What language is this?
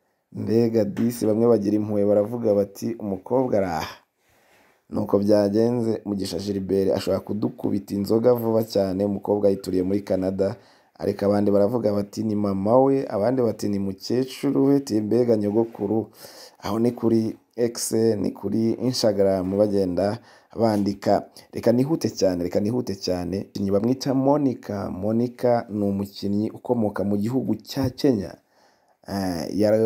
Kinyarwanda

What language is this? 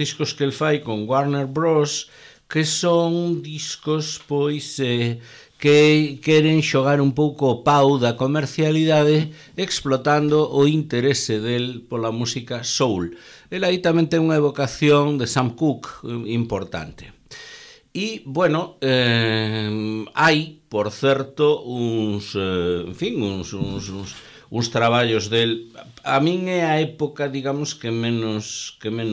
Galician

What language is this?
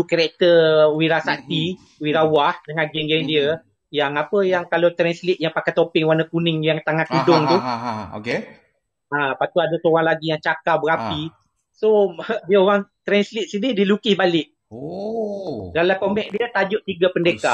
Malay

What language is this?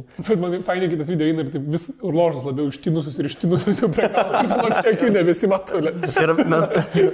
Lithuanian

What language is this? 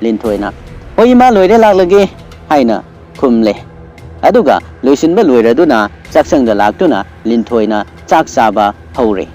Manipuri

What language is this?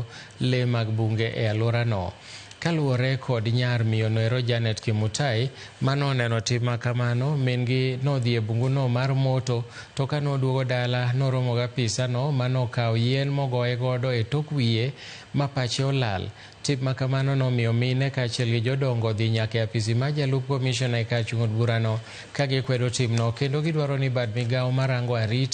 Luo (Kenya and Tanzania)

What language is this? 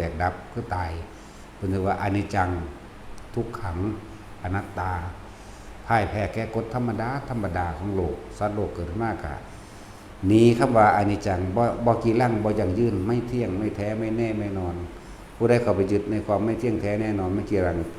Northeastern Thai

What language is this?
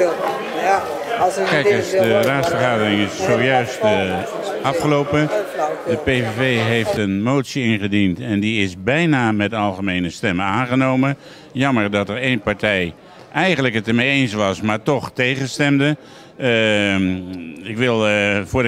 Dutch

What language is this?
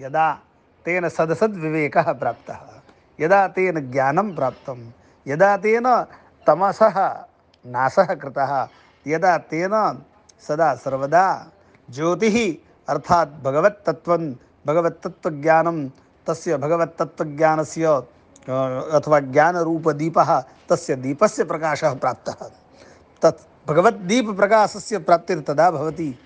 Sanskrit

